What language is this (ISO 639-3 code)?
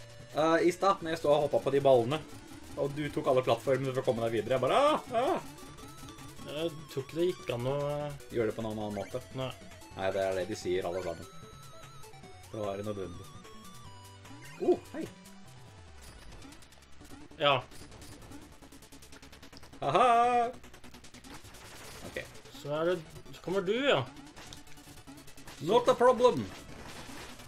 nor